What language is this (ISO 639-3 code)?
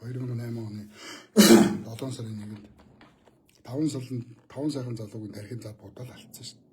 mon